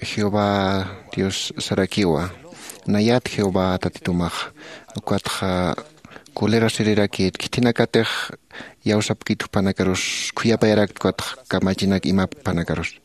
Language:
Aymara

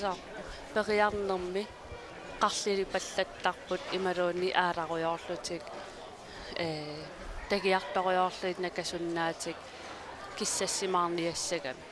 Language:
Kalaallisut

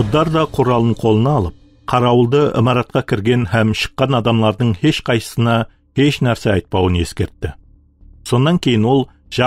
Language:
Kara-Kalpak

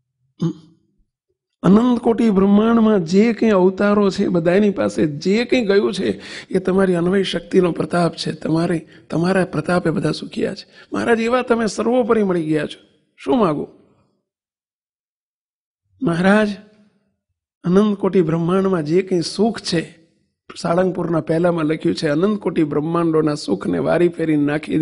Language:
Gujarati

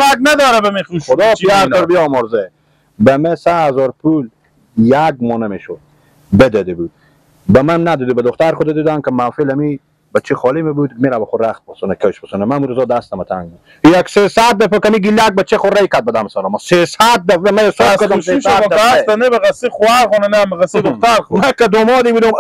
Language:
Persian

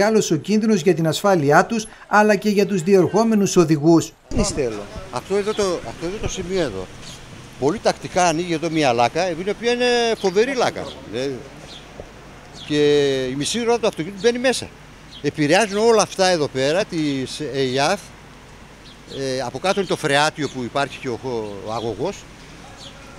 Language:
Greek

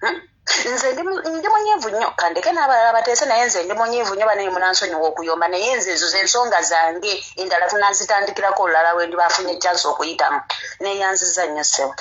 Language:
Ganda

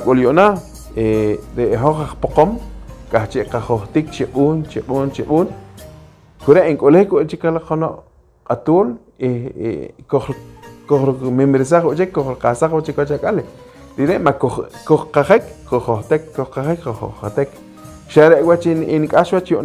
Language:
Poqomchi'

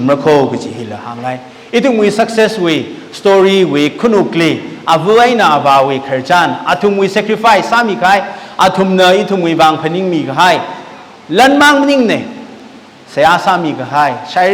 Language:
Tangkhul Naga (India)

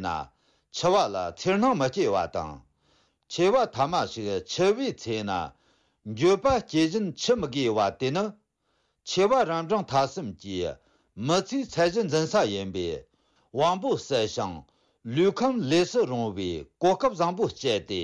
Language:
Tibetan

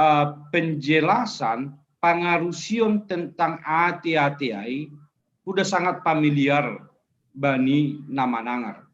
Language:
Batak Simalungun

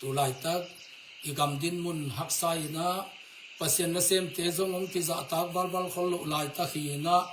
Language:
Tedim Chin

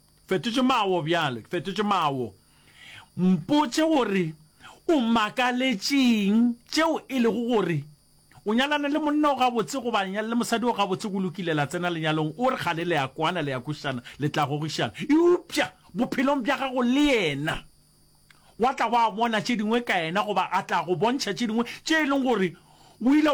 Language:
Northern Sotho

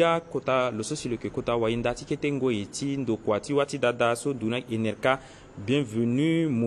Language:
Sango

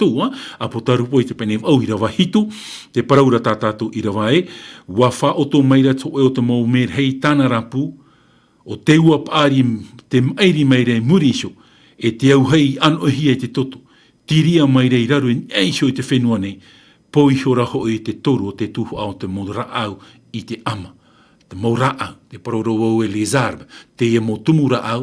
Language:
Tahitian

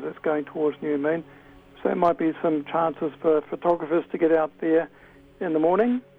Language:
English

